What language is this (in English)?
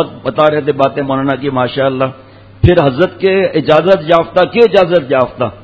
Urdu